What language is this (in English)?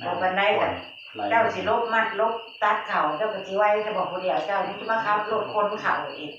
Northeastern Thai